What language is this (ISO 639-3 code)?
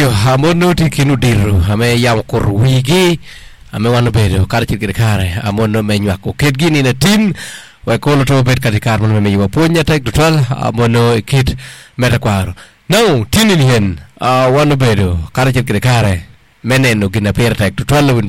ach